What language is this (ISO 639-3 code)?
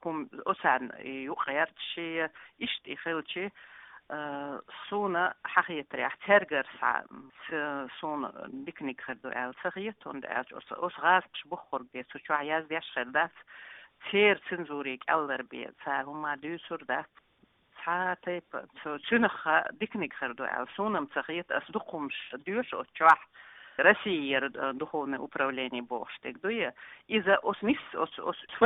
che